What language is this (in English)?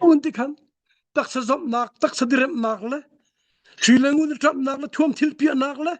Hakha Chin